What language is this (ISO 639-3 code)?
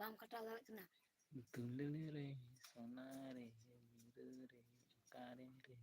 sat